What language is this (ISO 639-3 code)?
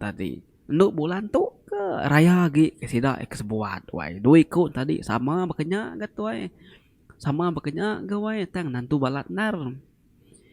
iba